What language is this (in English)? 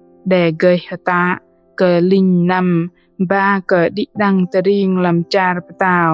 Bahnar